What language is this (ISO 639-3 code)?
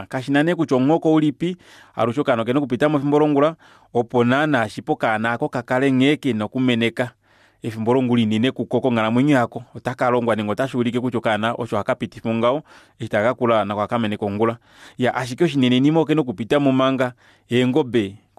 kua